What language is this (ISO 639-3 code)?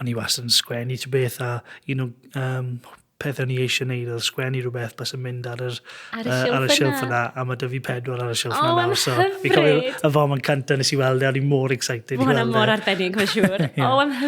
cym